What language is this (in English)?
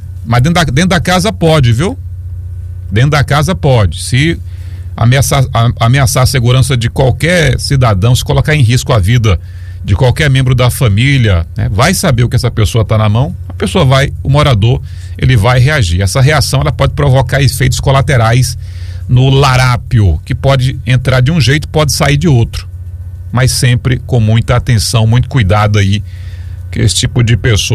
Portuguese